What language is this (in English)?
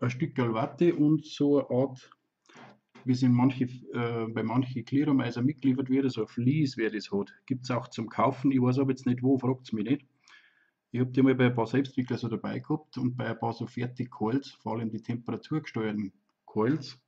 Bavarian